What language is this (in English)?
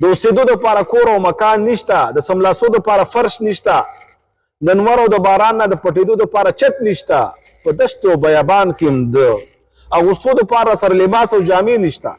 Pashto